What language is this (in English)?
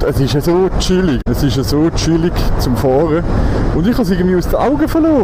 Swiss German